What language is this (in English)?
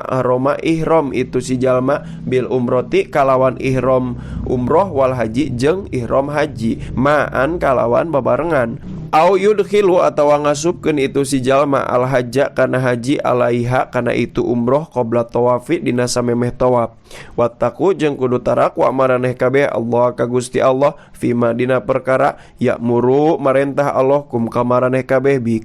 Sundanese